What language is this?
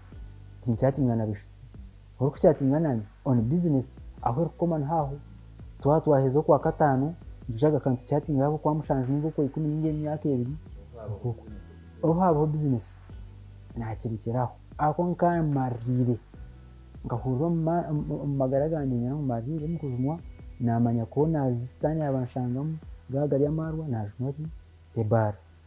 Kinyarwanda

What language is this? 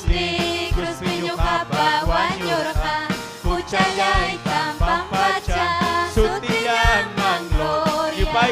Ayacucho Quechua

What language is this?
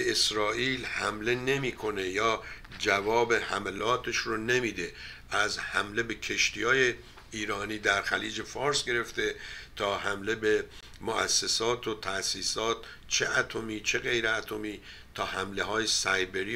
Persian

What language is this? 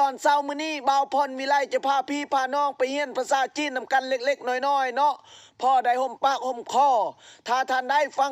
Lao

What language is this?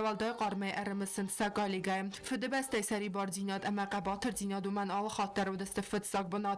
Ossetic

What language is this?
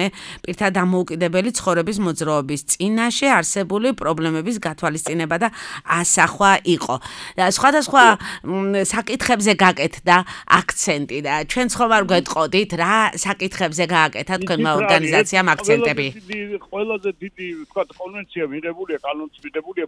Georgian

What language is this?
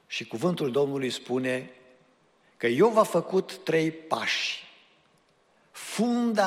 Romanian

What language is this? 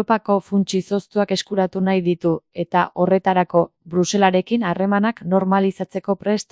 Basque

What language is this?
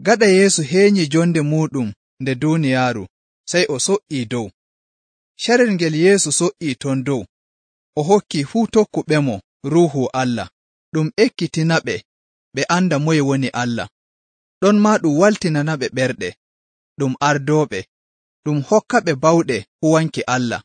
Nigerian Fulfulde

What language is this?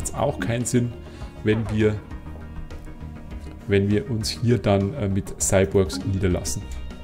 German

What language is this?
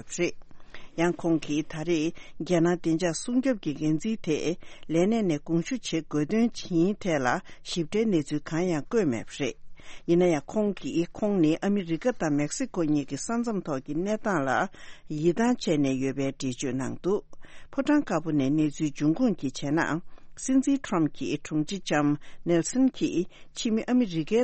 Tibetan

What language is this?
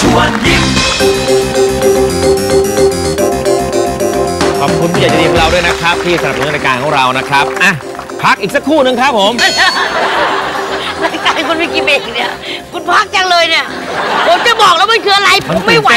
Thai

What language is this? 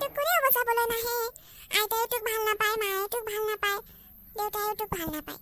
Assamese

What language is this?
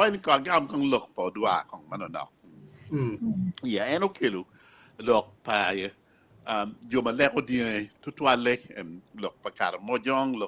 Acoli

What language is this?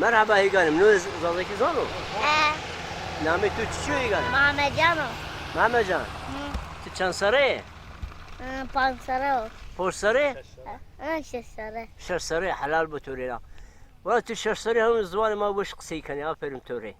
Zaza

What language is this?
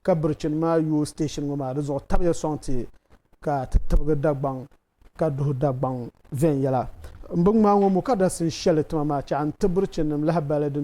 Dagbani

